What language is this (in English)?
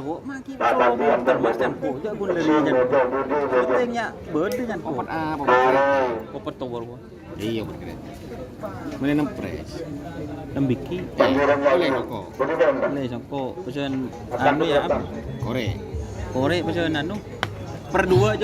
Madurese